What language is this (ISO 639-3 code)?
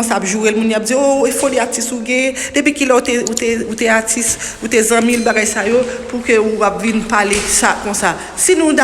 hat